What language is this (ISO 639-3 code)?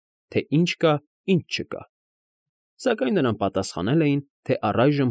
hye